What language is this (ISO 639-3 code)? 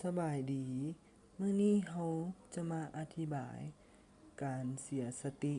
lao